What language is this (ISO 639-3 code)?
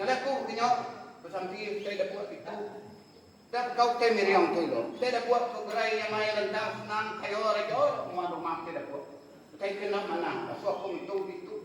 iba